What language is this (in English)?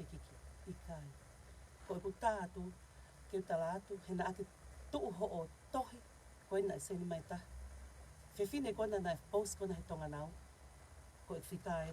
Tongan